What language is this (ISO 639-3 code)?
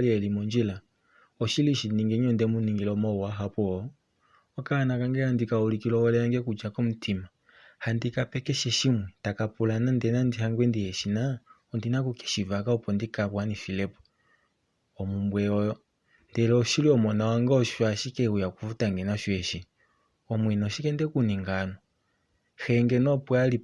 kua